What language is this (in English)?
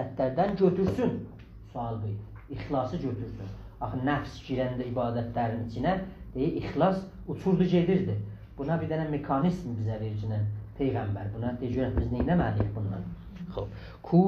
South Azerbaijani